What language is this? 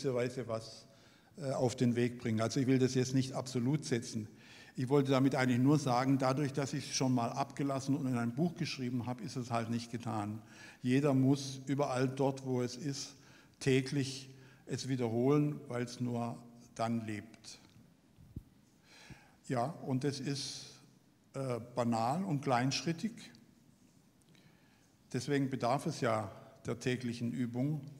German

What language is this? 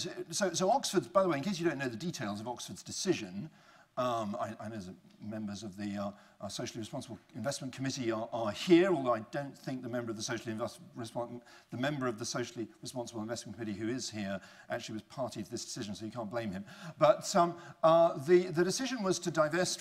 English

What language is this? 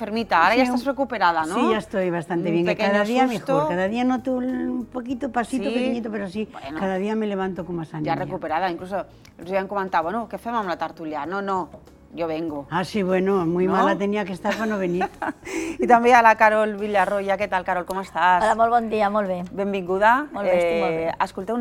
Catalan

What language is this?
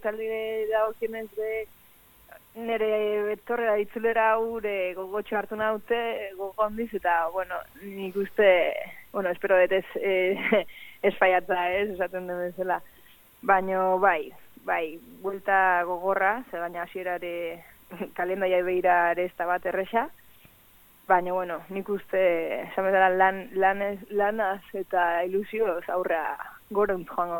Basque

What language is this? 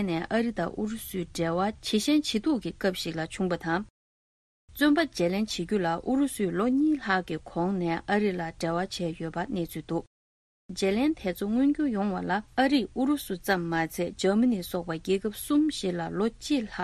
Tibetan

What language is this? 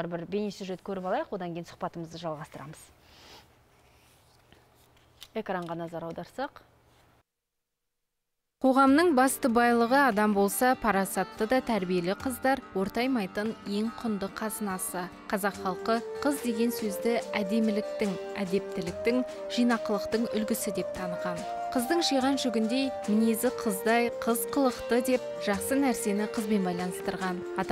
Kazakh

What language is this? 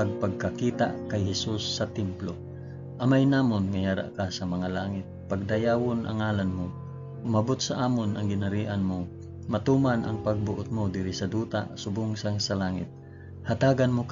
Hiligaynon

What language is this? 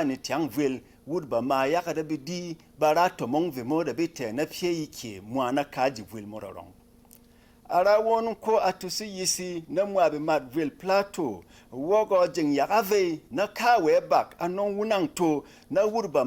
Berom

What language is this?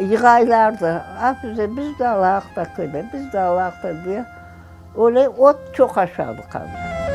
Crimean Tatar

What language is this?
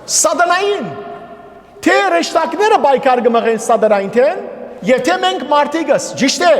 Western Armenian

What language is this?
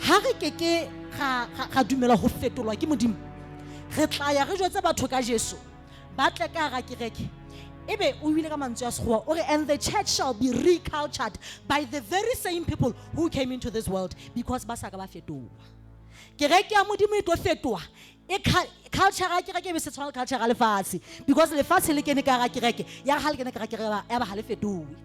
Southern Sotho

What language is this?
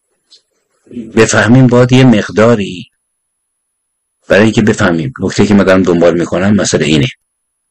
Persian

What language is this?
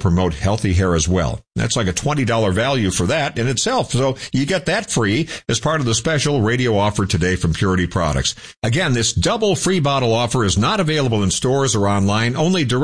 English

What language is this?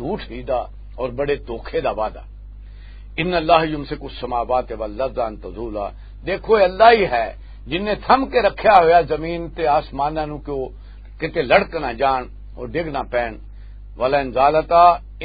Western Panjabi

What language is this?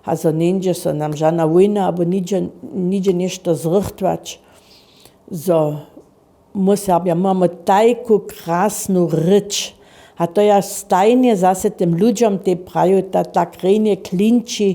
Upper Sorbian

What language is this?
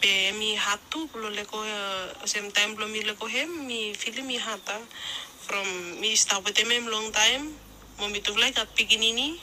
Bislama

